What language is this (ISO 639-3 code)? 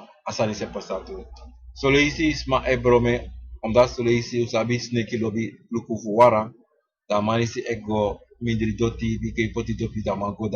srn